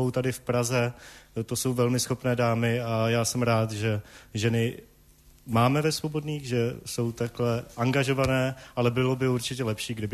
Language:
Czech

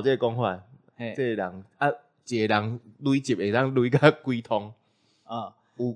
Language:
Min Nan Chinese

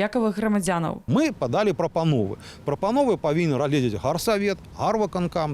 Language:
Belarusian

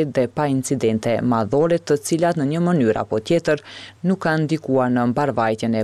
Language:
Albanian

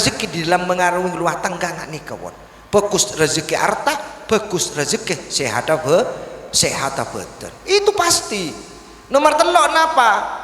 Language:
Madurese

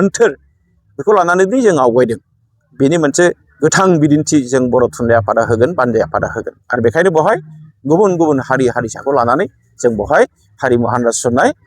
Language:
Bodo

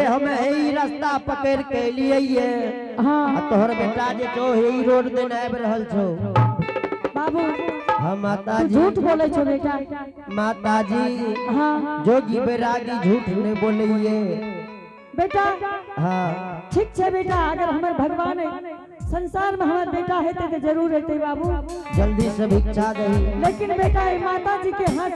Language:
Angika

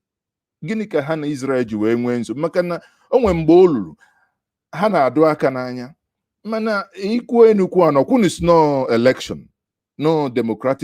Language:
Igbo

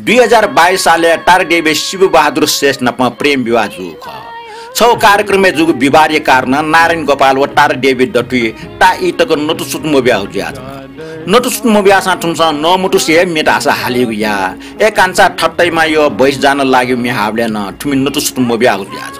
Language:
Newari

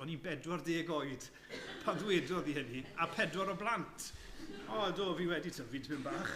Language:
Welsh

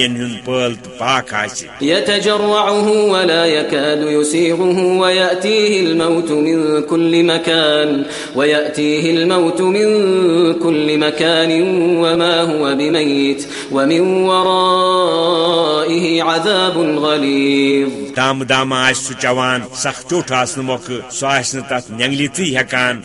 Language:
Kashmiri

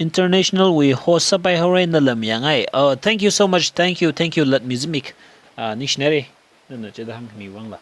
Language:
Tangkhul Naga (India)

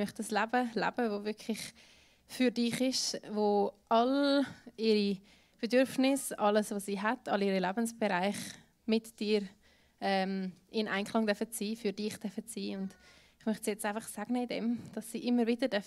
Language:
Swiss German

